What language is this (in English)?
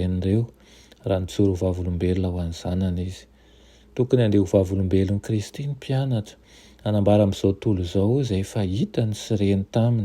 Malagasy